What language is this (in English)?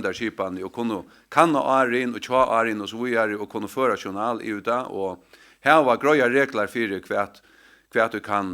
Faroese